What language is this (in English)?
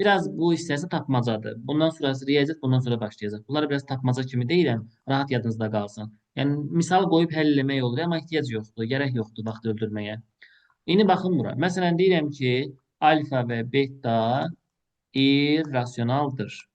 Azerbaijani